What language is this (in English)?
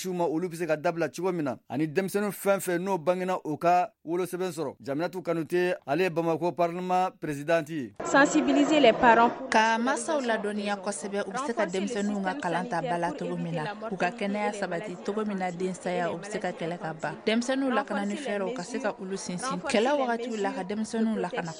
Bambara